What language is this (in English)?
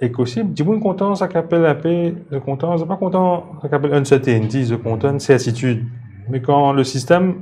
Morisyen